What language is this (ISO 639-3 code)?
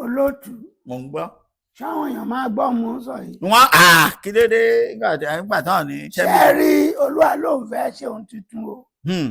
yor